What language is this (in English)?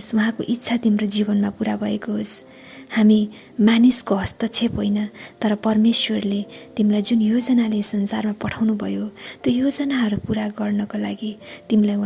Nepali